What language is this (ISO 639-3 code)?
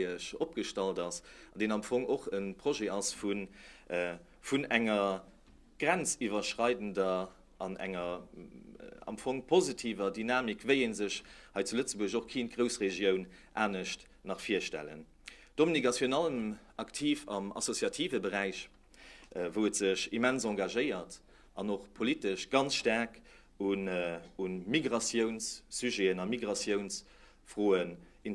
ltz